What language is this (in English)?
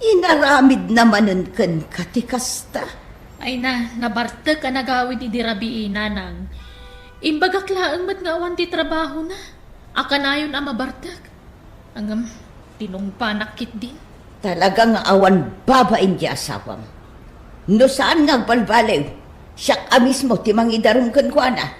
Iloko